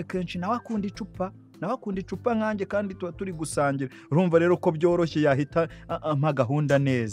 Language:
Kinyarwanda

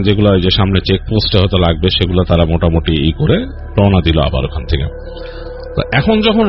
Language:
Bangla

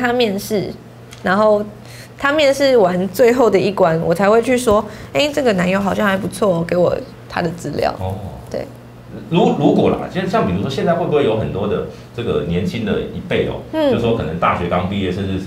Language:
Chinese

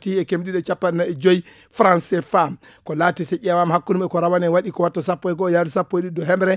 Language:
Fula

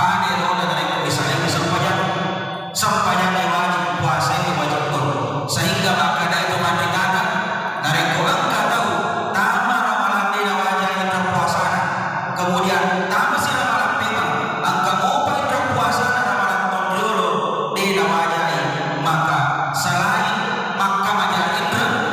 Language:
Buginese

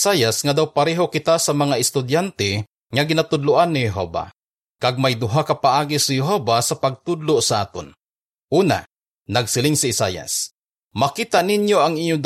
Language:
Hiligaynon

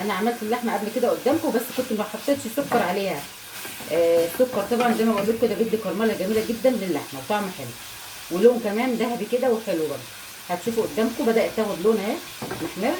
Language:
Egyptian Arabic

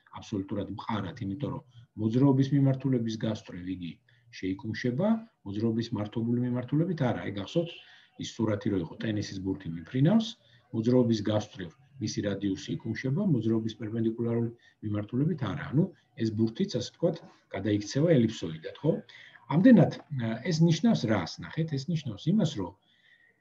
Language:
Georgian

